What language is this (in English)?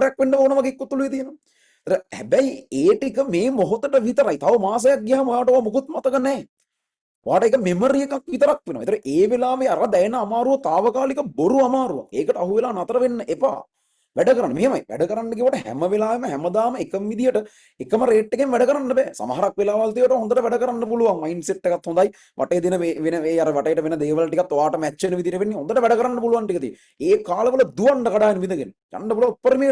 Sinhala